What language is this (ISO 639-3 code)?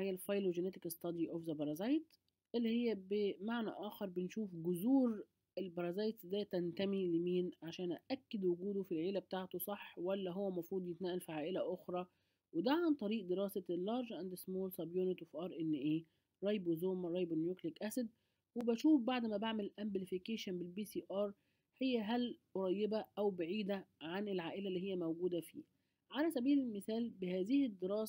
arz